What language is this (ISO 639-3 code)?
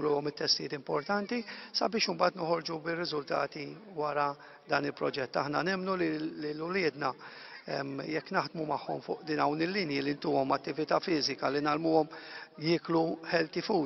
mlt